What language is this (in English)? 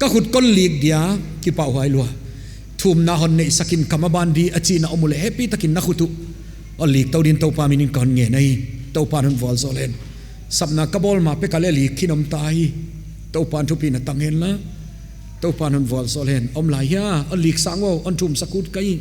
Paite Chin